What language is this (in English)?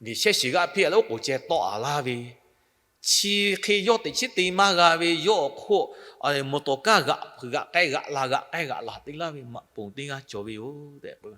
Lahu